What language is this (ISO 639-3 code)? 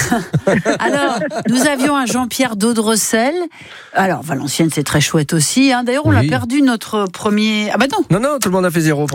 fra